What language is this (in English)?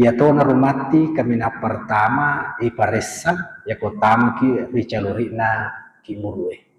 Buginese